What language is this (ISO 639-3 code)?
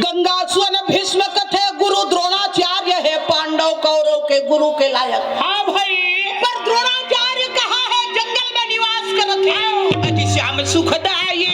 hne